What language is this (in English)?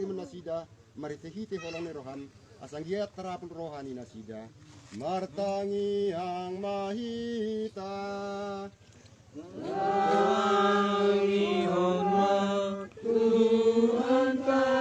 Batak Toba